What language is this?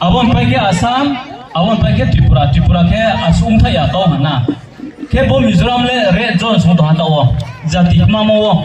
Riang (India)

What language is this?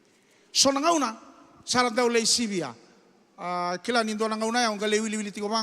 Fijian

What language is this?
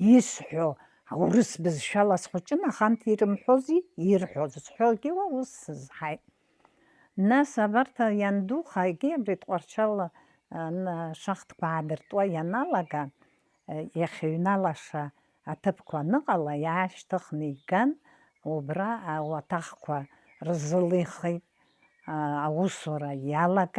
Abkhazian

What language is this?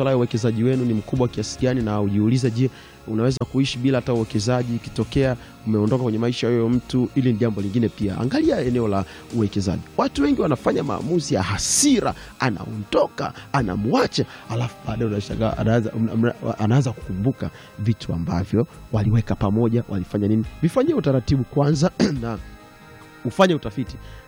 Swahili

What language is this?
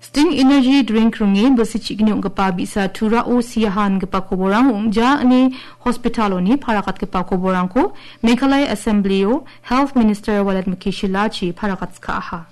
Garo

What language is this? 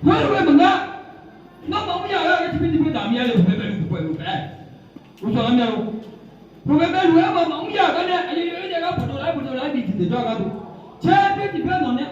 Akha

